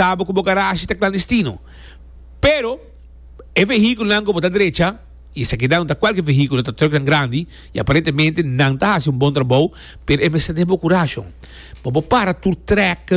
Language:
Papiamento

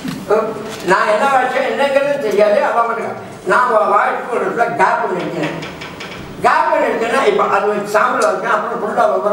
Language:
Tamil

